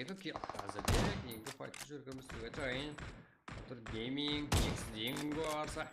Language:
Kara-Kalpak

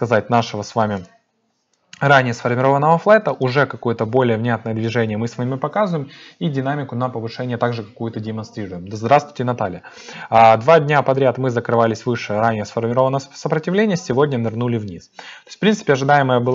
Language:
Russian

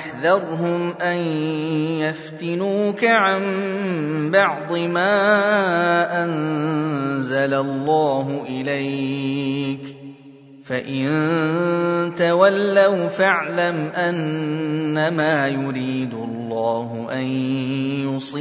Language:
Arabic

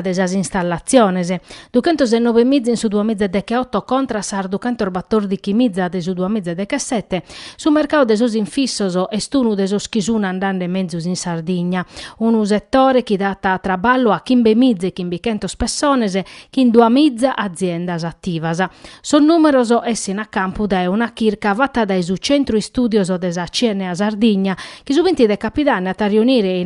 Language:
Sardinian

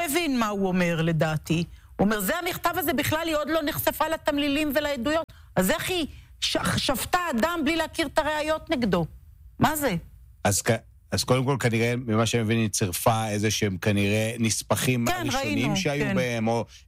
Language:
Hebrew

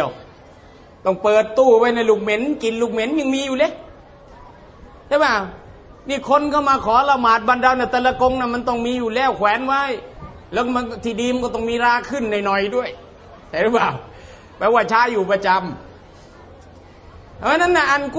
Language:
Thai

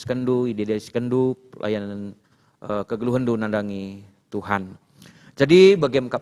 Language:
Batak Karo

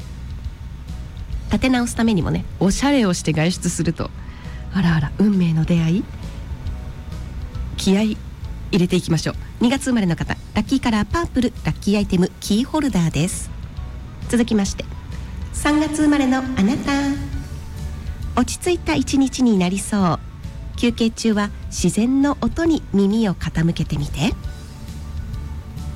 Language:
Japanese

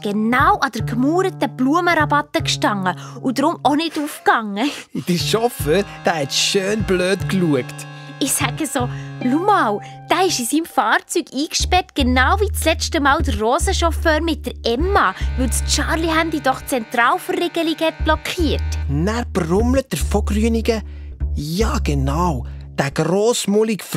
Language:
Swiss German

